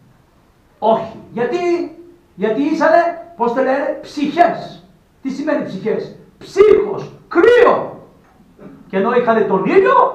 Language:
Greek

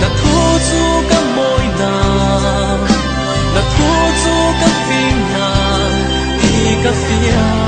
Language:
Falam Chin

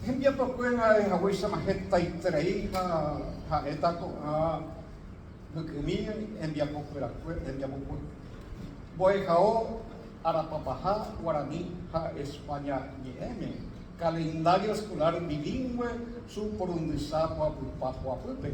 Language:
Guarani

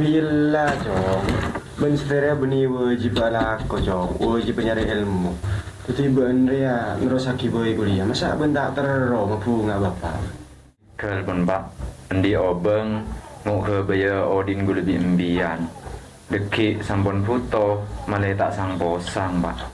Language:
Madurese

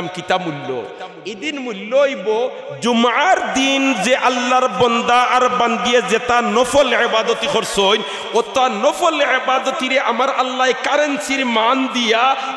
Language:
Sylheti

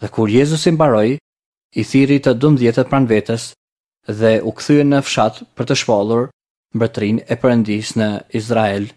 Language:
Albanian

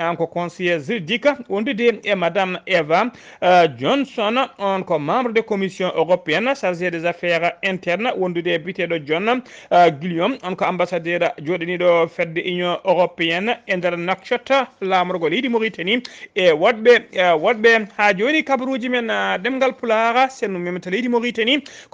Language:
Fula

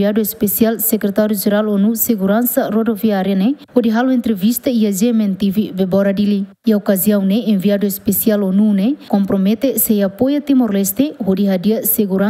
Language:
Tetum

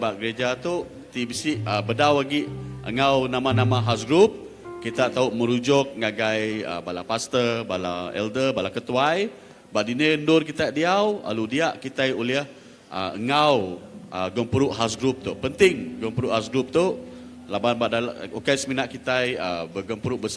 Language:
Iban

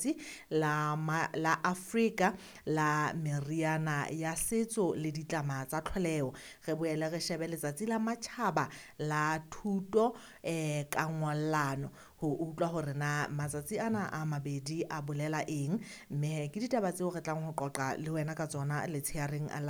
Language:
Southern Sotho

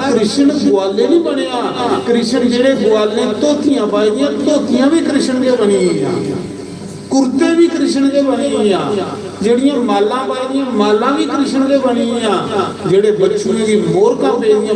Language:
Dogri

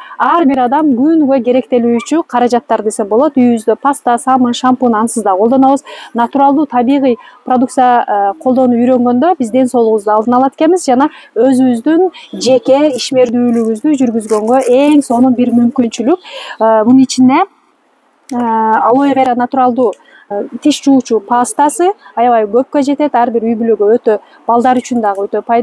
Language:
Kyrgyz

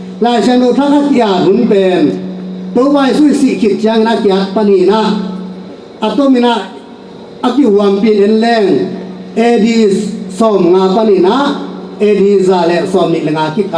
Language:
Tedim Chin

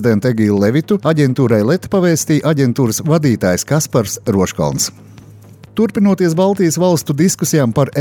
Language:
Latvian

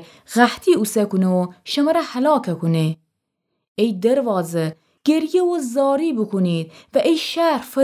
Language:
Gilaki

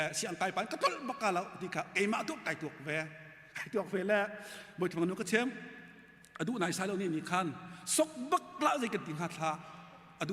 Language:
Hakha Chin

